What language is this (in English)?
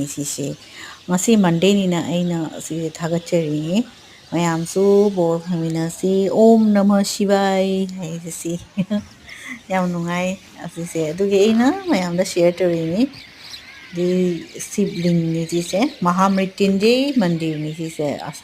Manipuri